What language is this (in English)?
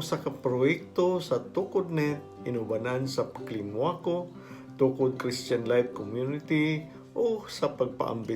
Cebuano